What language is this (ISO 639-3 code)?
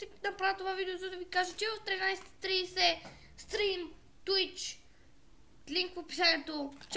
bul